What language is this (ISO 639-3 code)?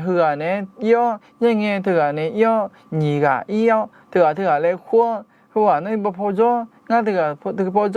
ahk